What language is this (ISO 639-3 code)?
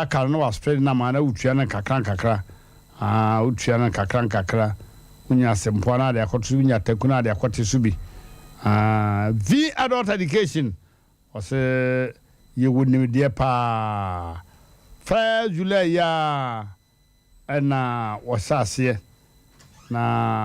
aka